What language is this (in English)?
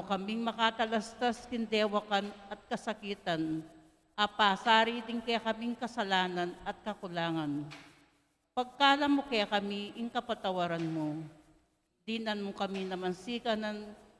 Pampanga